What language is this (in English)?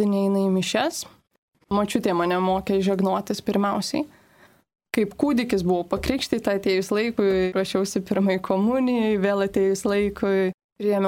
Lithuanian